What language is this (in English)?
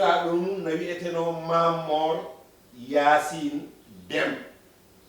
Fula